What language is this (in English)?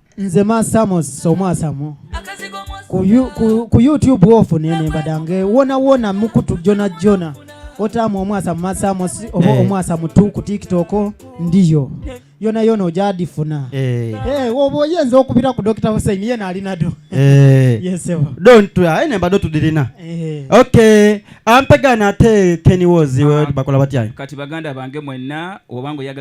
Soga